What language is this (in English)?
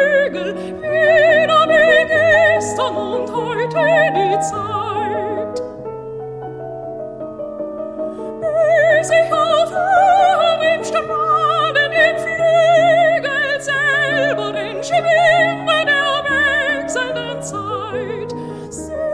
French